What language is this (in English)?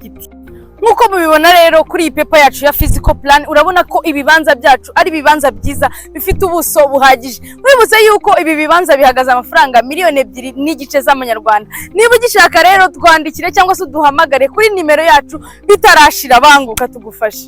Kinyarwanda